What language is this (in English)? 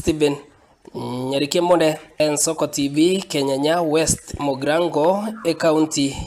Gusii